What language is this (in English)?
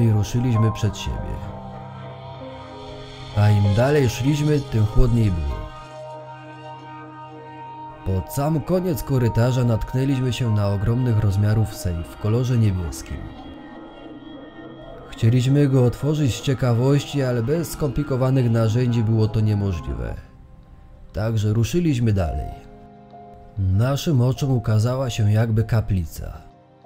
Polish